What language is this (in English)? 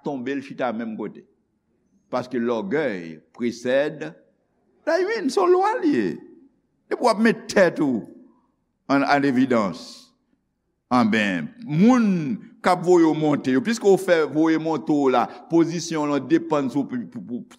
Haitian Creole